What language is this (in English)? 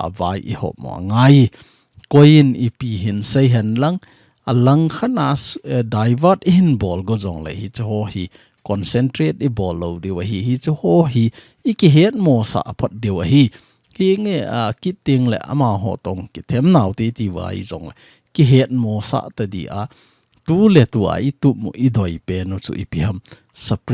Thado Chin